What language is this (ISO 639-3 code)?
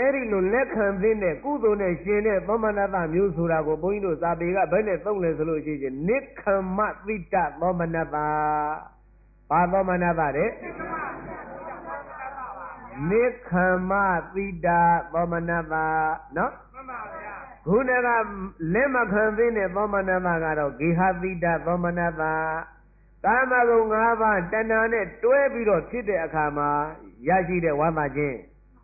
mya